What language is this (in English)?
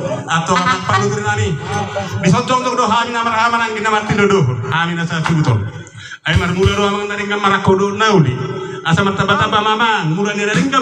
Batak Toba